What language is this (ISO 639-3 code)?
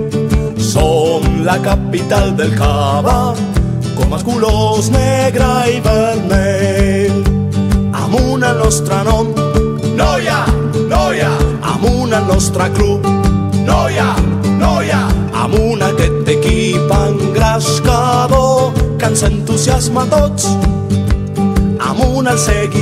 cat